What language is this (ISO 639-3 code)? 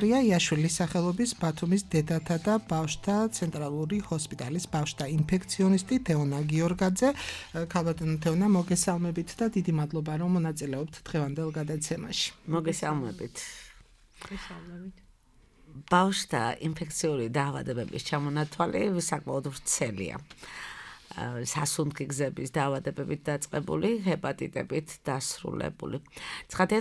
kat